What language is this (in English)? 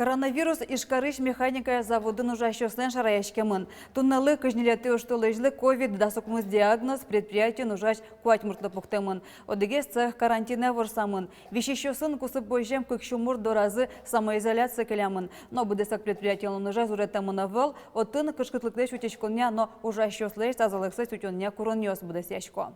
Udmurt